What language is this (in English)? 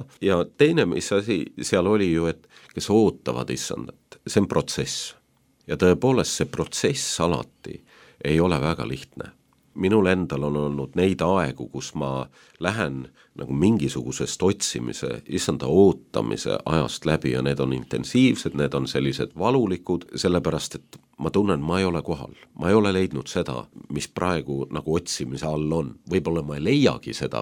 Estonian